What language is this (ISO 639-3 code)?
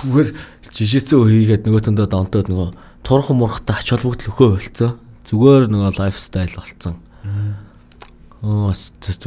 mon